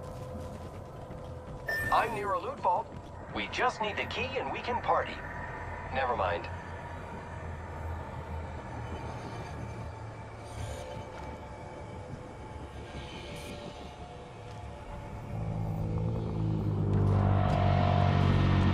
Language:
English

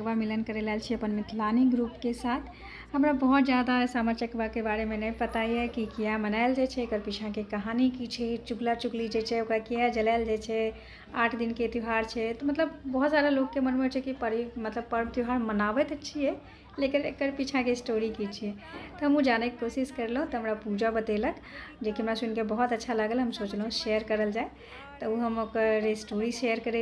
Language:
Maithili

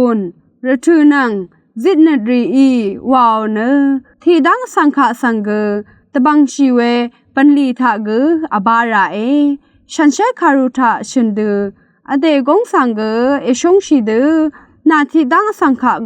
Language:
Rawang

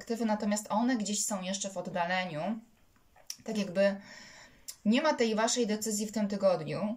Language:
Polish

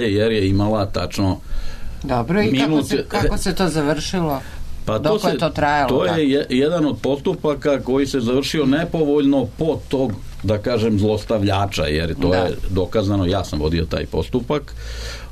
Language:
Serbian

